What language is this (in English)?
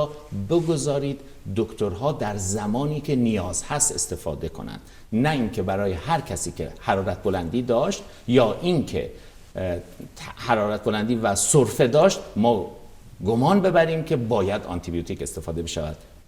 Persian